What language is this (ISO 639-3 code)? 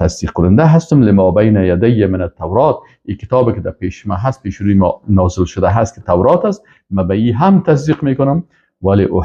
fas